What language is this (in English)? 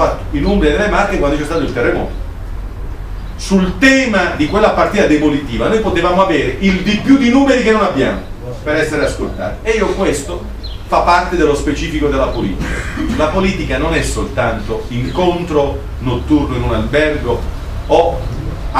Italian